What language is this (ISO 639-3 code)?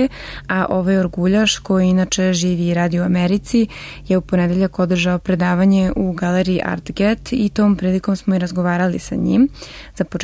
srp